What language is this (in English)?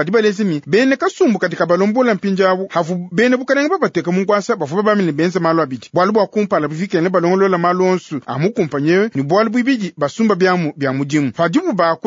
Luba-Lulua